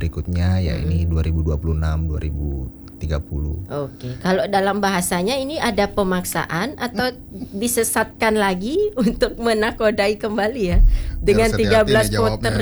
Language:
Indonesian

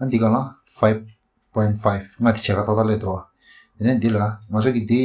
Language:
Tibetan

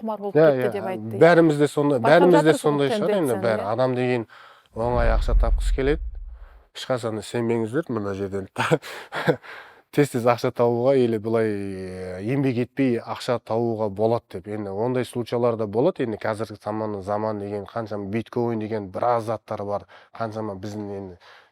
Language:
Kazakh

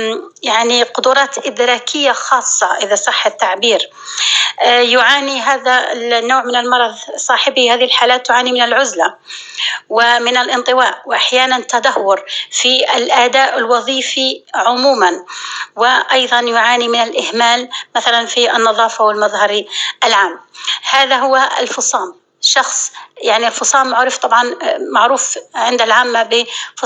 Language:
North Levantine Arabic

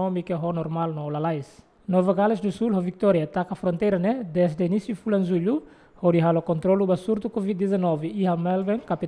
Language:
Tetum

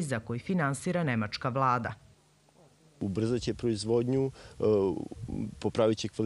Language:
Serbian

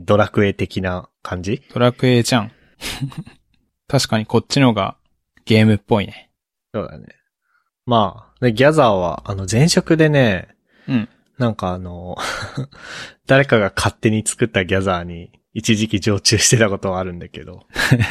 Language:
Japanese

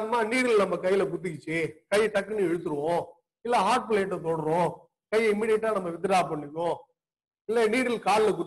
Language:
Tamil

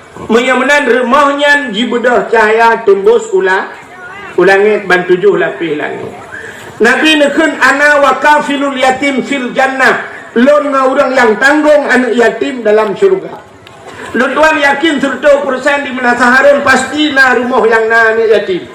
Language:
Achinese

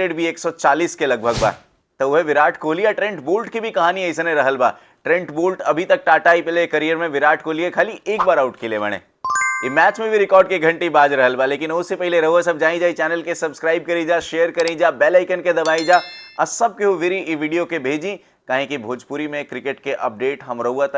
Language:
Bhojpuri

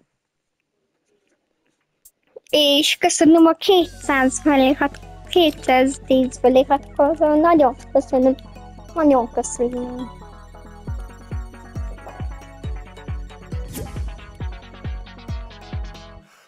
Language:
Hungarian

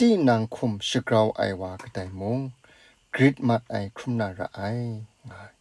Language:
Kachin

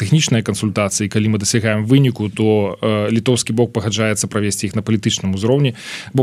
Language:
Belarusian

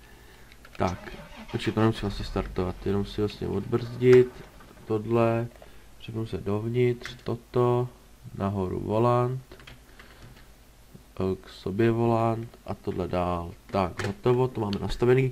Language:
Czech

